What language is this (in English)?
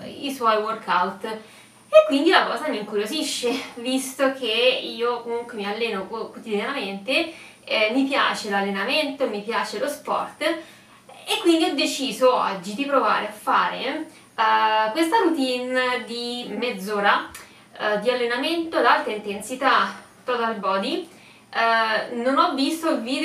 Italian